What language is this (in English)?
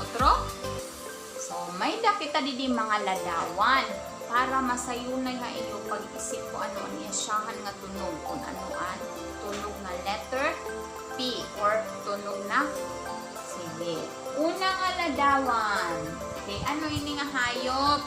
Waray